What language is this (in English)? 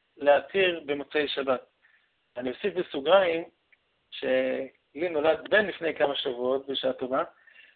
Hebrew